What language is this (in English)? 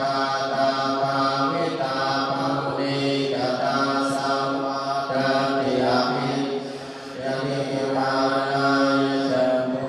Pali